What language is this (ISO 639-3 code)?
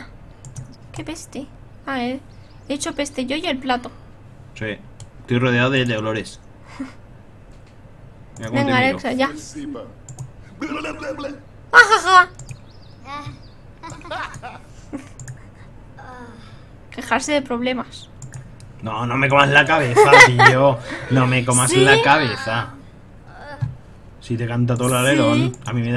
spa